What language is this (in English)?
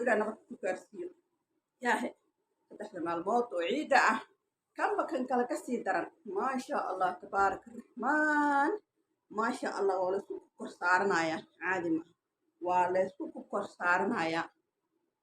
Somali